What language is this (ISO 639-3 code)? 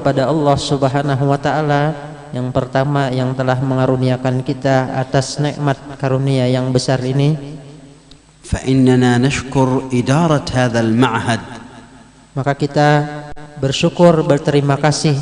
bjn